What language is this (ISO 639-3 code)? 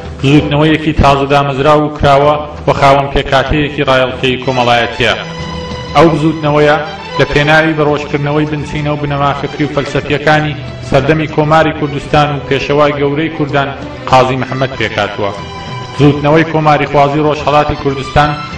ckb